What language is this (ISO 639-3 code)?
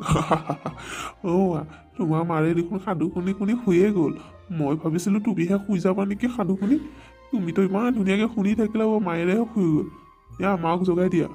asm